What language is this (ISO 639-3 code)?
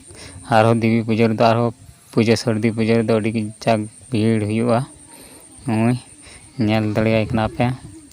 sat